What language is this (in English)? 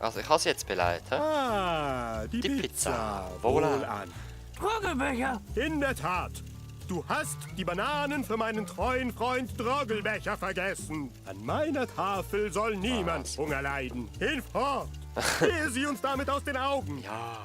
Swiss German